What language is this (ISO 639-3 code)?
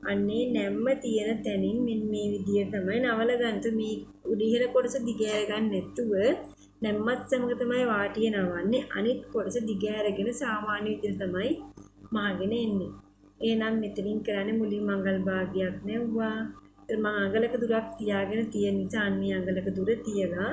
sin